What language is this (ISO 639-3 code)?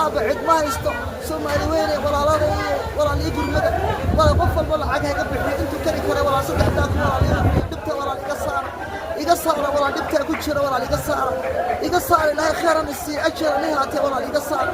som